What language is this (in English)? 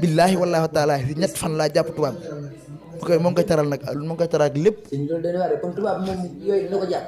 Wolof